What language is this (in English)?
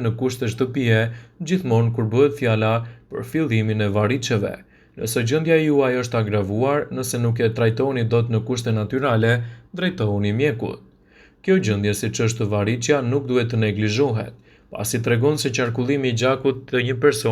Albanian